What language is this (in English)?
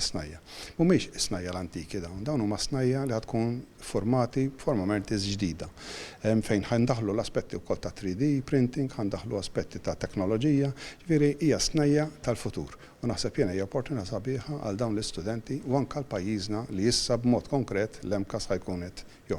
Maltese